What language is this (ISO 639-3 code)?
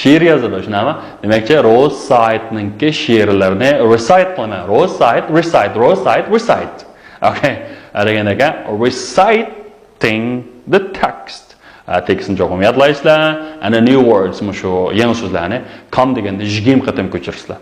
uig